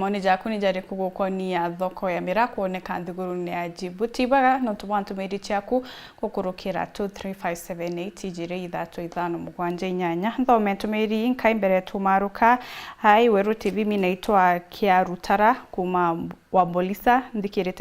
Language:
Meru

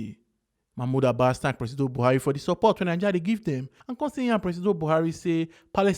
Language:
Nigerian Pidgin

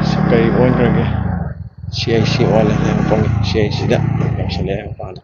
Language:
Manipuri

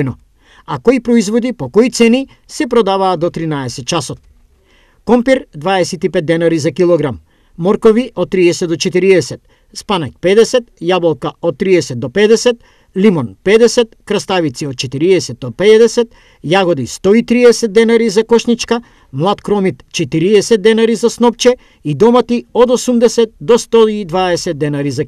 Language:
Macedonian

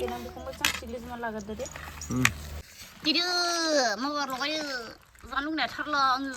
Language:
Bodo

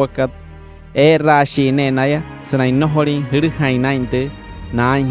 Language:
Wayuu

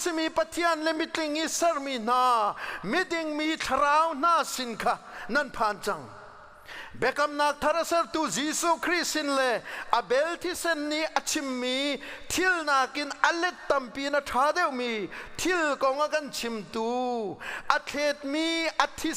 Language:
Hakha Chin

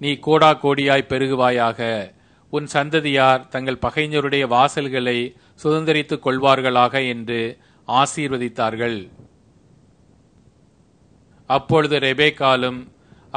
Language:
Tamil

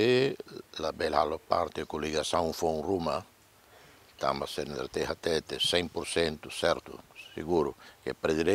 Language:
Tetum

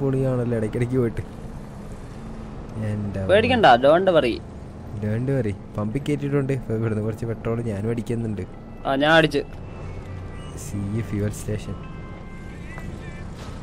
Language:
Malayalam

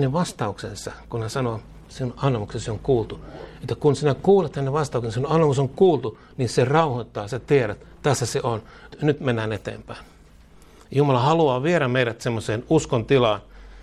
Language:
Finnish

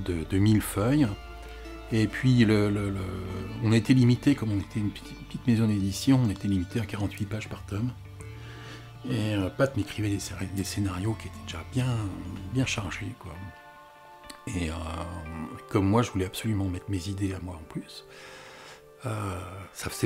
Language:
French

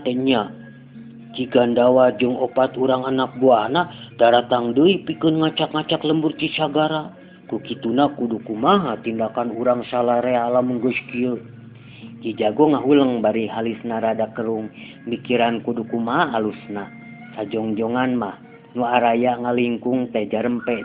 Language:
Sundanese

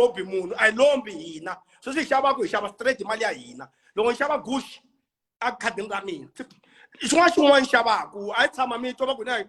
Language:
Tsonga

